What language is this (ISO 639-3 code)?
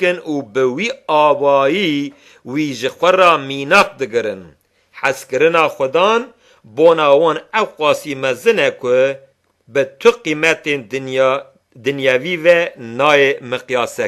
kur